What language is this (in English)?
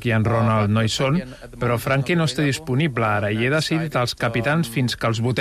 Catalan